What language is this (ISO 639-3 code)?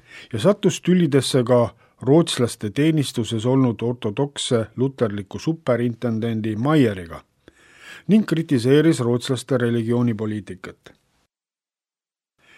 est